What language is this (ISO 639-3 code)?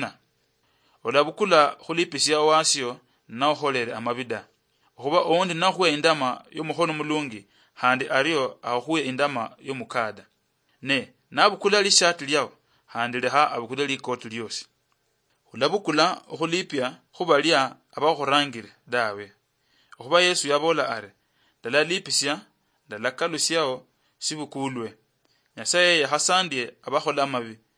luy